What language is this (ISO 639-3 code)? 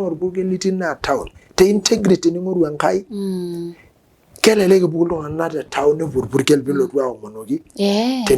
mas